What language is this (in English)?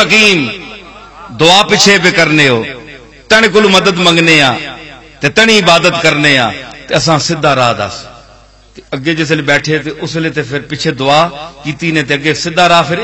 Western Panjabi